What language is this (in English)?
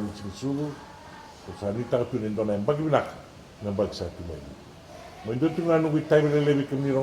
Fijian